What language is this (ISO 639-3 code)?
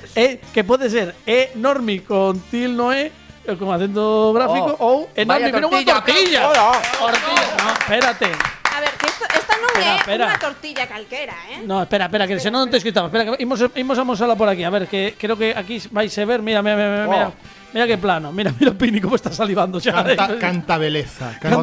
glg